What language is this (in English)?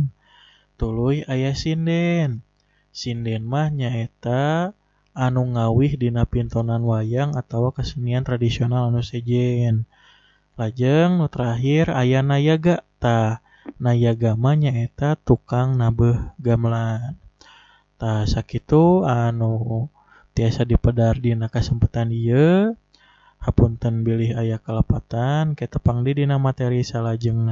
Sundanese